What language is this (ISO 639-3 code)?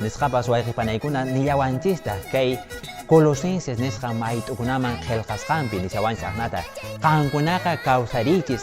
que